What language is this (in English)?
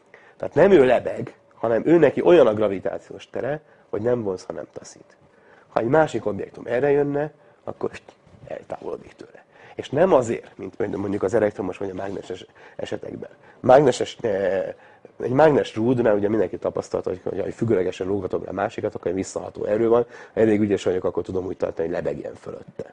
Hungarian